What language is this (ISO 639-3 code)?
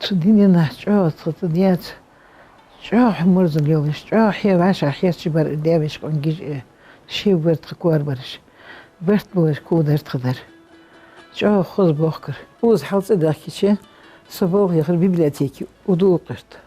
inh